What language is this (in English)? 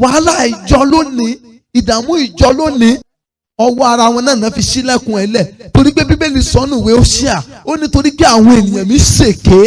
Yoruba